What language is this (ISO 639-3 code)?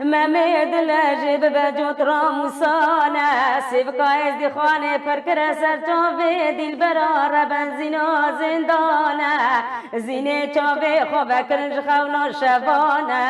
kur